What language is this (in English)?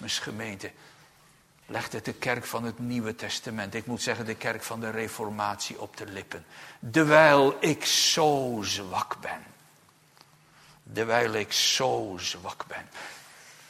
Dutch